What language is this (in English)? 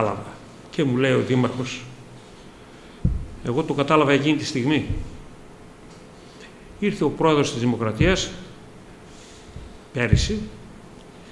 Greek